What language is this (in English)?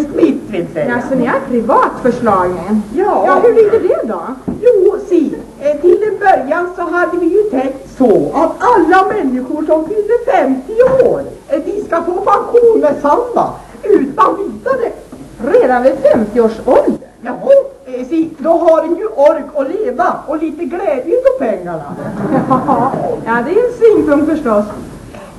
Swedish